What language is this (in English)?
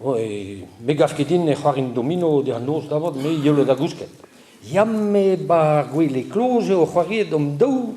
Breton